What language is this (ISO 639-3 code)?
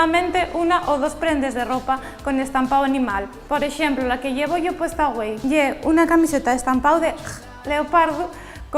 ast